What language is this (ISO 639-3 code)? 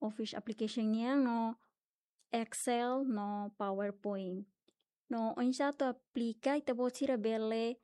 tet